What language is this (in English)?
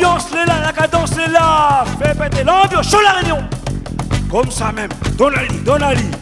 Réunion Creole French